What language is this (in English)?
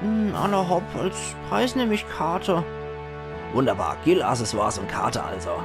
Palatine German